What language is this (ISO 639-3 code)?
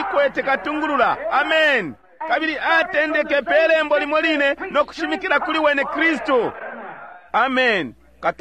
bem